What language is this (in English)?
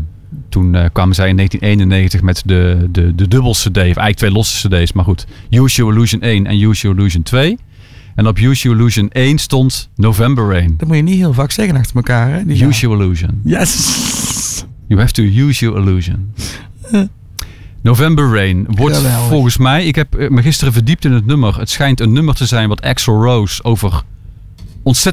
Dutch